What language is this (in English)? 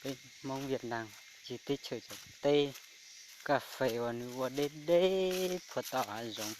Hmong